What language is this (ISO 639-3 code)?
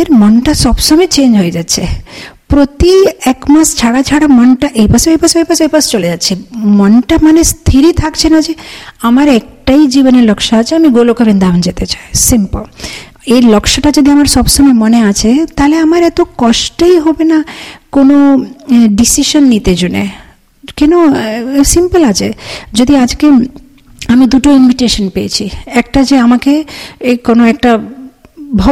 ben